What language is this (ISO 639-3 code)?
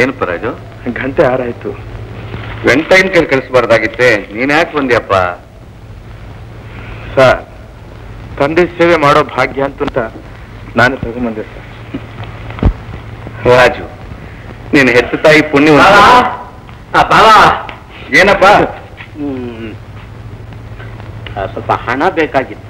kan